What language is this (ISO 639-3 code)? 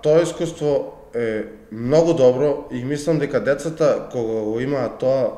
mkd